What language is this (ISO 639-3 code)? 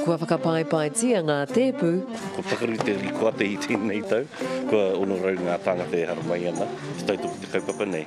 mri